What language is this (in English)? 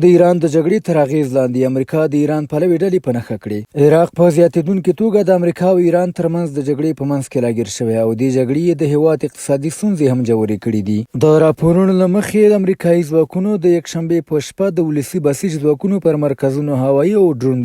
Pashto